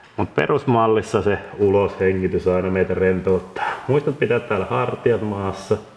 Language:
Finnish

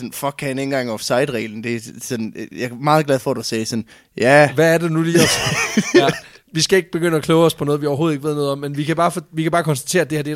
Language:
Danish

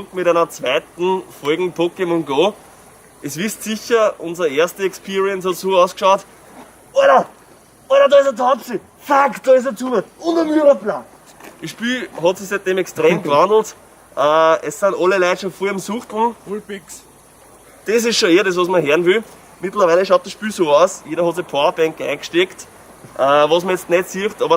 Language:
Bavarian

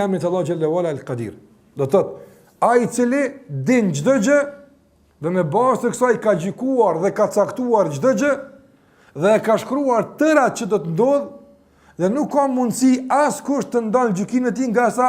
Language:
Albanian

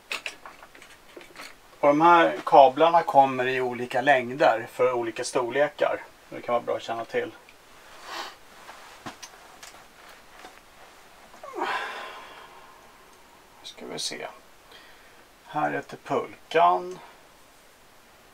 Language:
Swedish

